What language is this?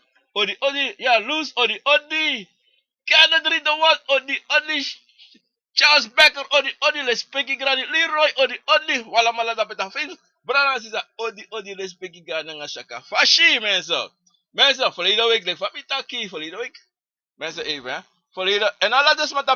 Sranan Tongo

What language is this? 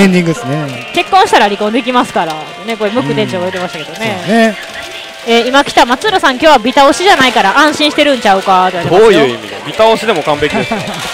Japanese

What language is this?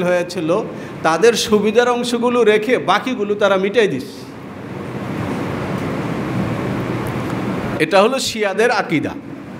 Bangla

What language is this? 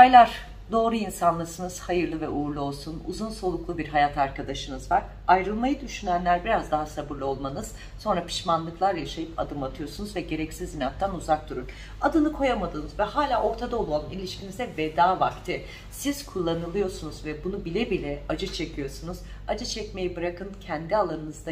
Turkish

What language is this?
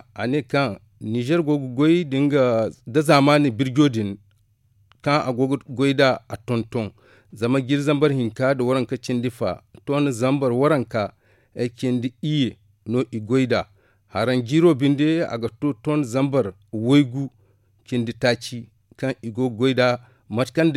Zarma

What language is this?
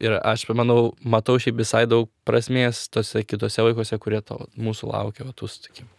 Lithuanian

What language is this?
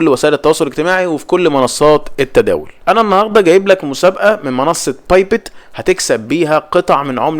Egyptian Arabic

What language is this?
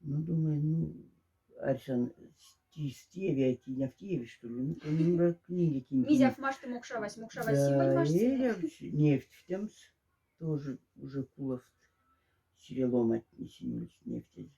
Moksha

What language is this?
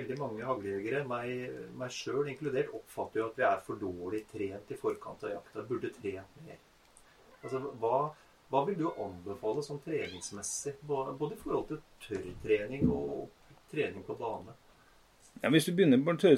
Norwegian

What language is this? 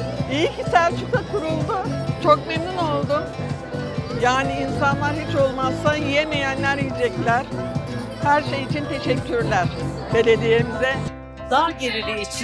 Turkish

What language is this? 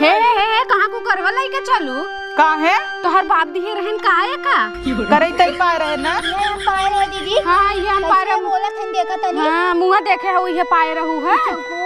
Awadhi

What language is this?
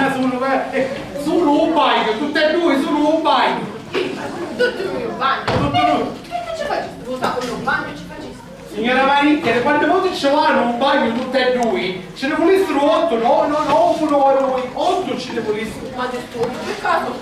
Sicilian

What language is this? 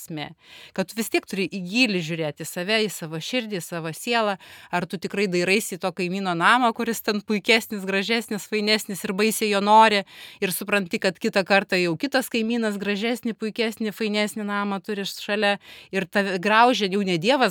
Lithuanian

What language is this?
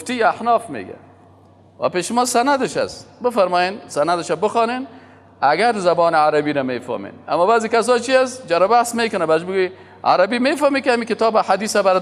Persian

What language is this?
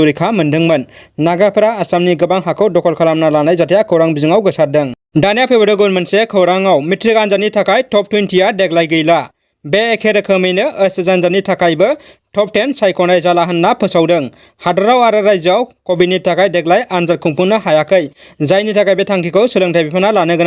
Bodo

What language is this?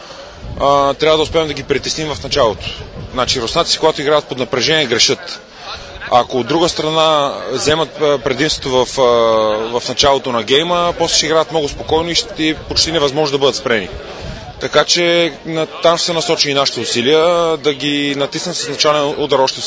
Bulgarian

